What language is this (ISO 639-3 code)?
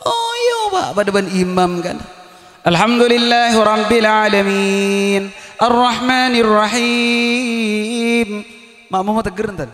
mad